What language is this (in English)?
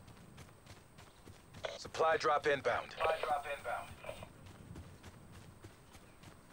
English